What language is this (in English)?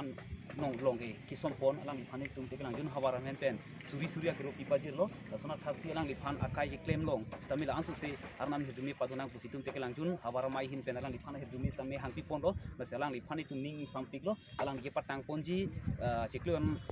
Karbi